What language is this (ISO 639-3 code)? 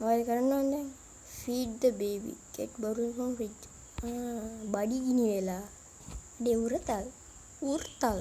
sin